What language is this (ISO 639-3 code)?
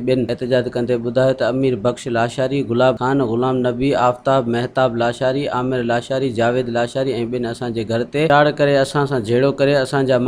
snd